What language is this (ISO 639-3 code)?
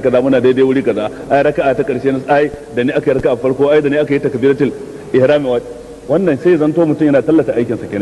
hau